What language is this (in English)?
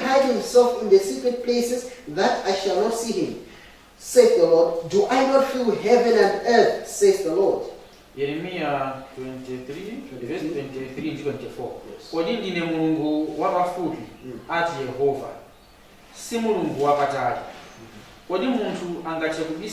Nyanja